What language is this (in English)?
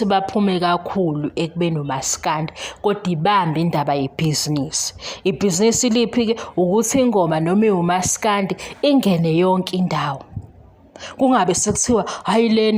Zulu